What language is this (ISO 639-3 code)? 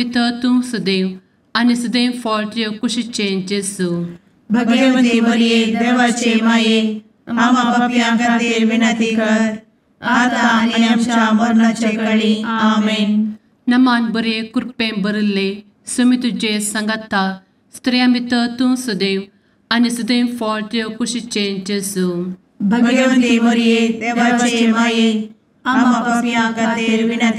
kok